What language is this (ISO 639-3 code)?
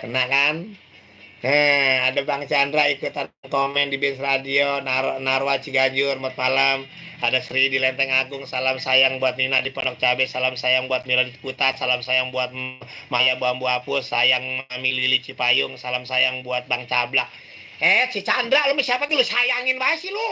bew